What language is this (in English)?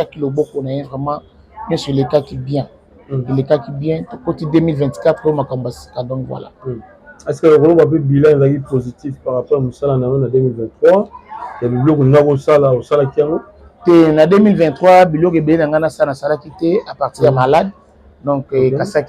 Lingala